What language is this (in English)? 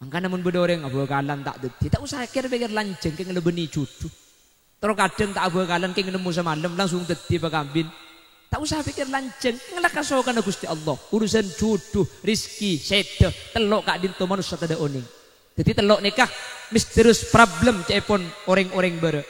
Madurese